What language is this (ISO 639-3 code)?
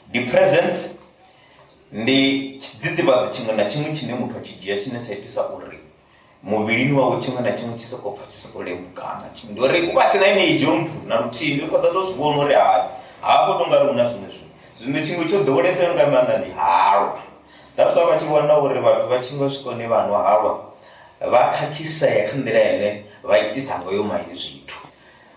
ven